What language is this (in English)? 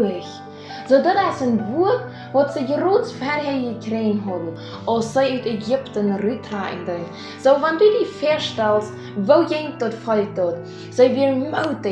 Plautdietsch